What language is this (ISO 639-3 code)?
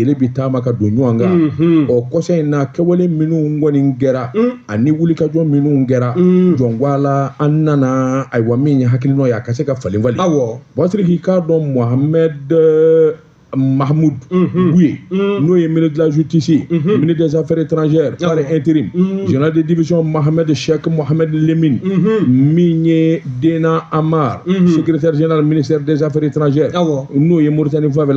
bam